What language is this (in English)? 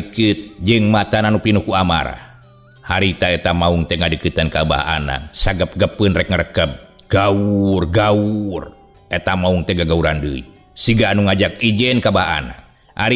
Sundanese